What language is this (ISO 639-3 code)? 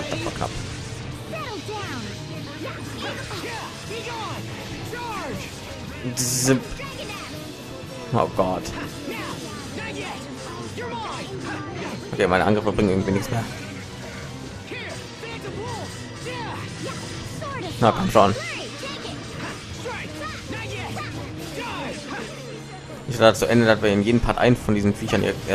deu